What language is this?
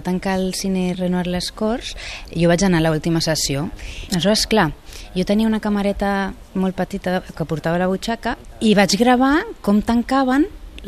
Catalan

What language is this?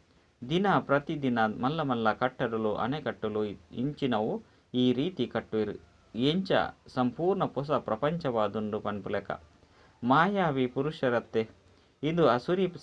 Tulu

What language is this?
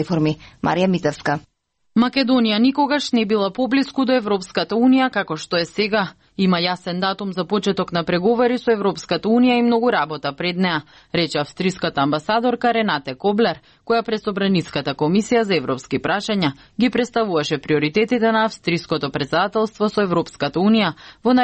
Macedonian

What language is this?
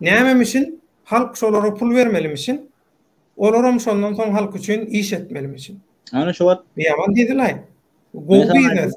Turkmen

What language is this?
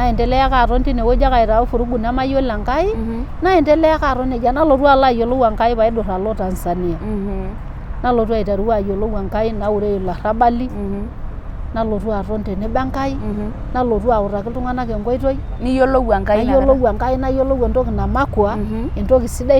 Masai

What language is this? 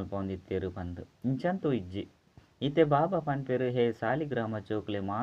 Tulu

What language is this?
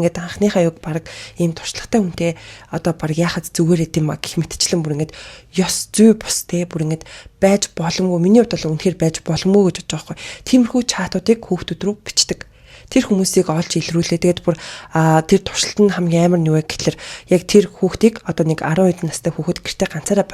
Mongolian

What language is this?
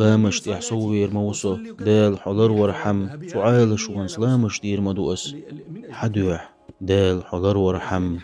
Chechen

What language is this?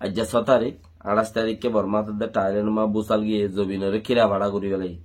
Rohingya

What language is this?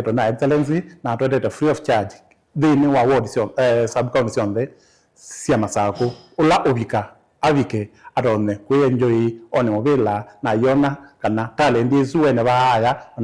Kamba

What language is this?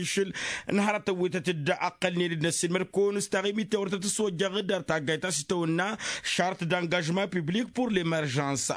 Tamasheq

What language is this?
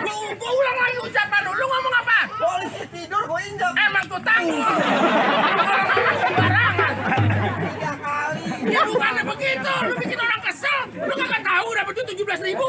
Betawi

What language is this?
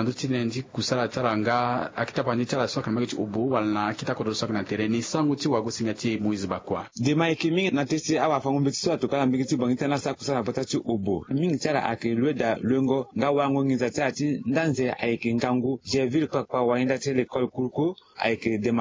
Sango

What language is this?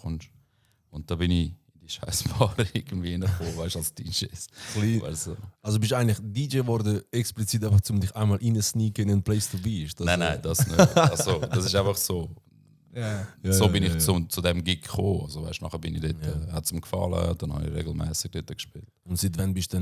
Swiss German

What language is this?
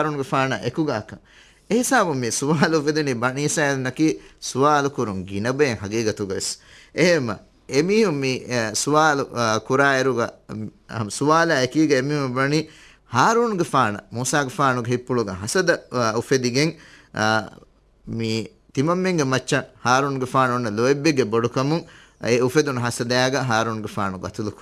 Divehi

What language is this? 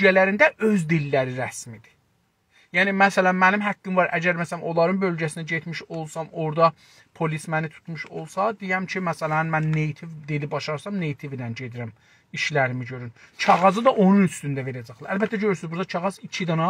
South Azerbaijani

